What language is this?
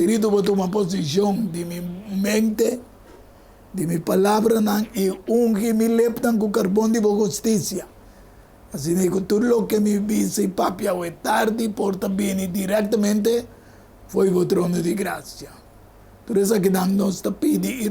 Papiamento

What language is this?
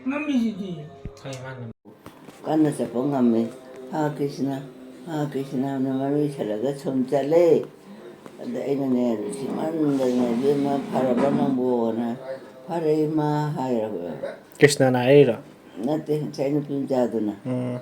Manipuri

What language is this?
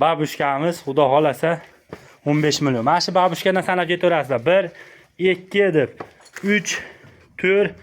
Uzbek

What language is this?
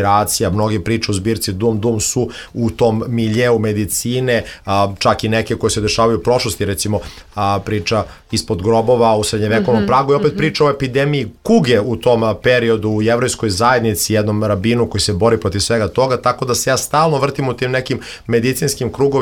Serbian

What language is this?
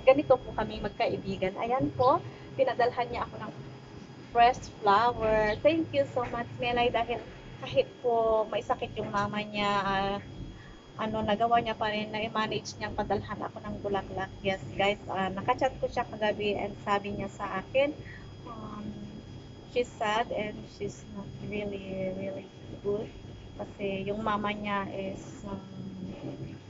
Filipino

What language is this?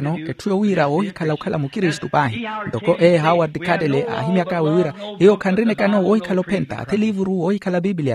Makhuwa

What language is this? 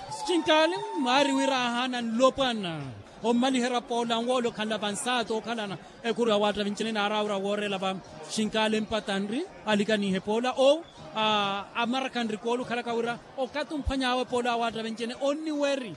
Makhuwa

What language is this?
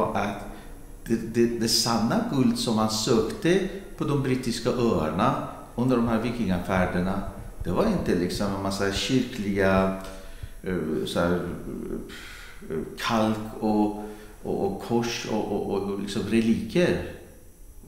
Swedish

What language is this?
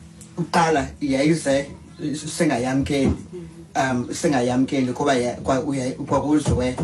Xhosa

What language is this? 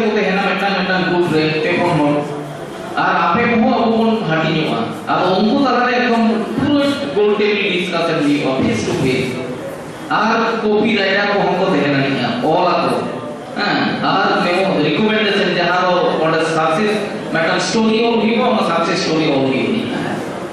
Santali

